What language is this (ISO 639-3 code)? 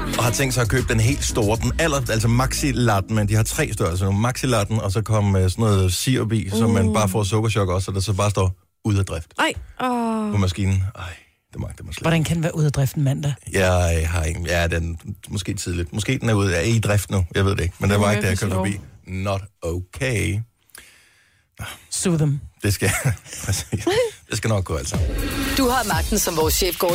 dan